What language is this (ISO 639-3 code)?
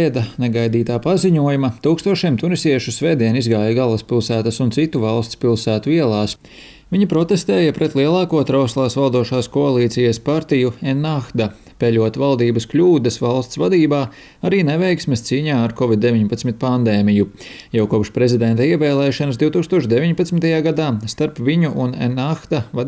lav